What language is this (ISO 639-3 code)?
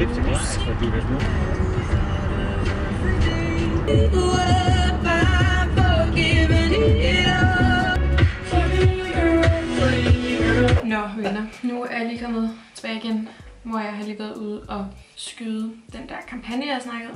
dan